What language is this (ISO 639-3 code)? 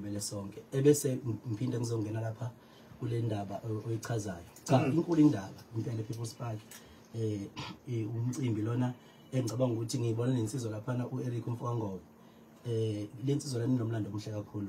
zul